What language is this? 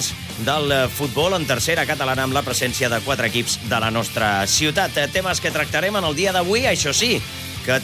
Catalan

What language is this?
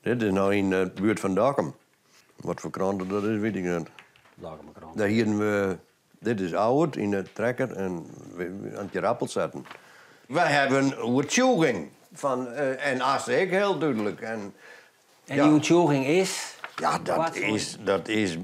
Western Frisian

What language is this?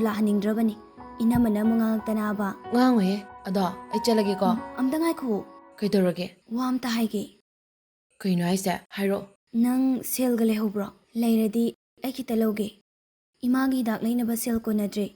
Manipuri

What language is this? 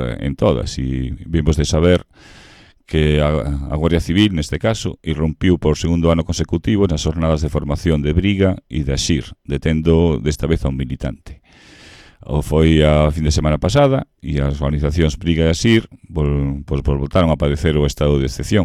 Galician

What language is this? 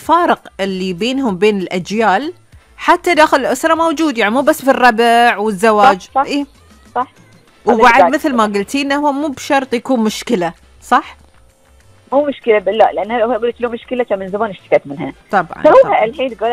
Gulf Arabic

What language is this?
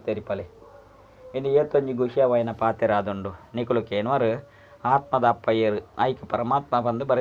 Tulu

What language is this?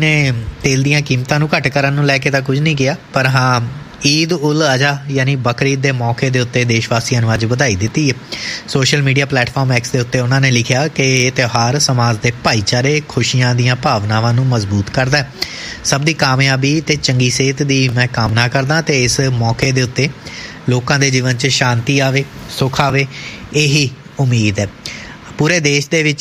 Punjabi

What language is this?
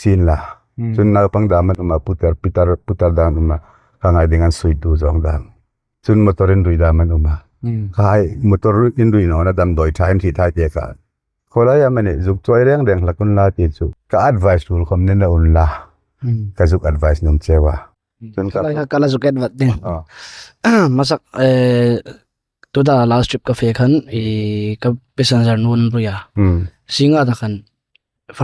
Hmar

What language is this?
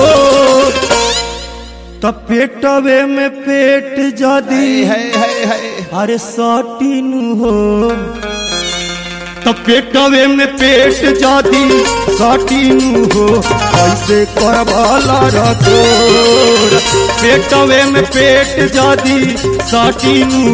Bhojpuri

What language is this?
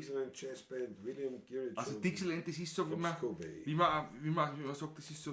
Bavarian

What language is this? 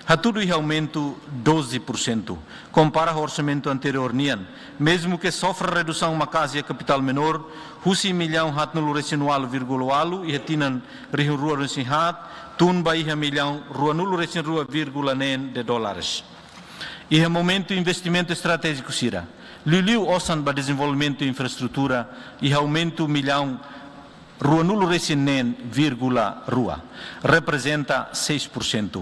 Tetum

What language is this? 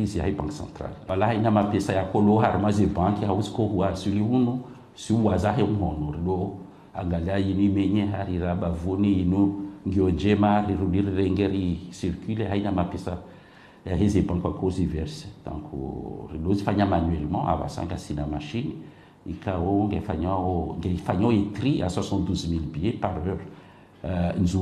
Ngazidja Comorian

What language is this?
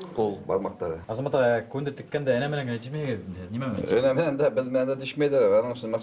Bashkir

